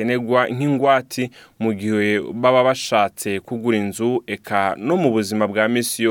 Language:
Rundi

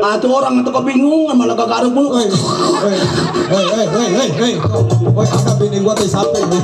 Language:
Betawi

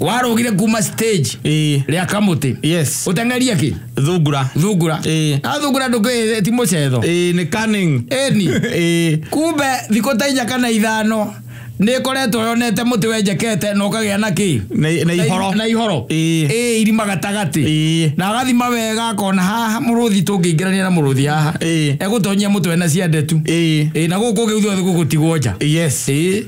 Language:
Kikuyu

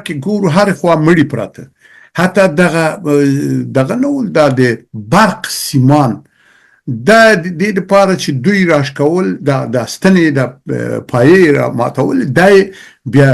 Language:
Pashto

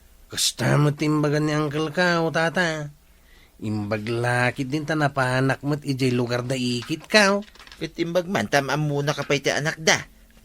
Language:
Iloko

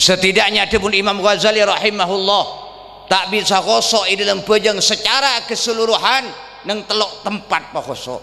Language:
Madurese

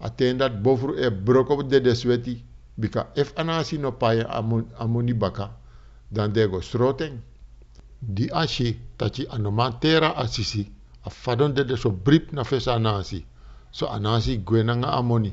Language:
Sranan Tongo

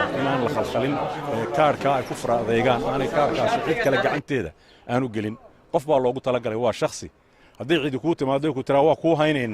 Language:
Somali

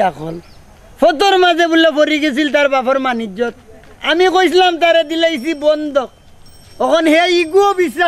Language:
Sylheti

